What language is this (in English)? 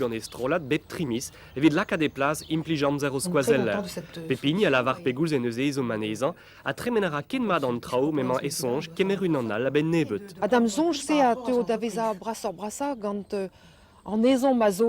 Breton